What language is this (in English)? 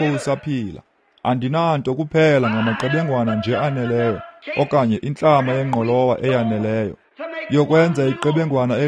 Xhosa